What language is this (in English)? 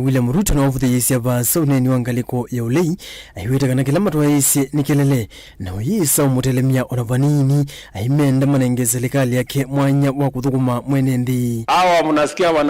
Kamba